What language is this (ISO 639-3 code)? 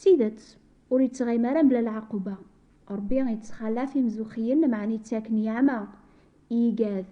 kab